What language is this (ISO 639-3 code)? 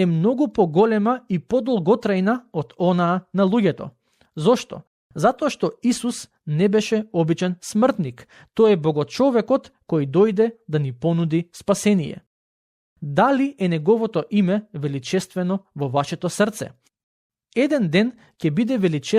mkd